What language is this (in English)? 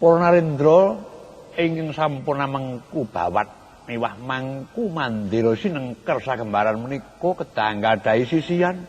Javanese